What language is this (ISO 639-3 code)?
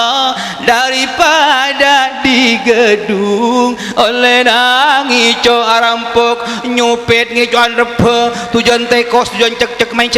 mad